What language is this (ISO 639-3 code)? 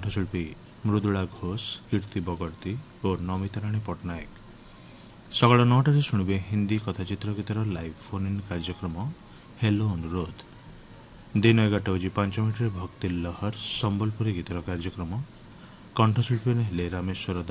ori